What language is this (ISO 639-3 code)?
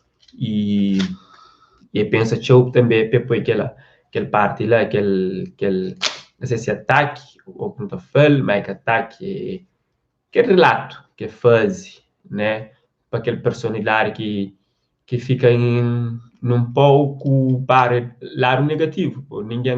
kea